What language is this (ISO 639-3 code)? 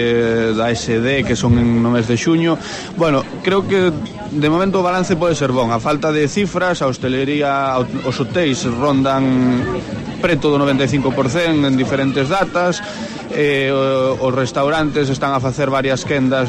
glg